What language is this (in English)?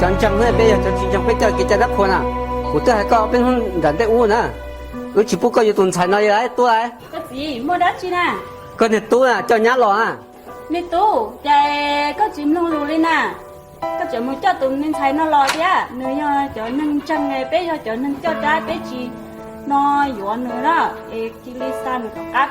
Hmong